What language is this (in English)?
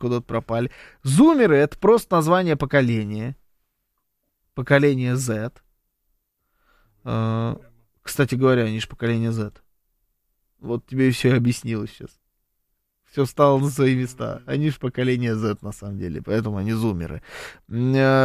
Russian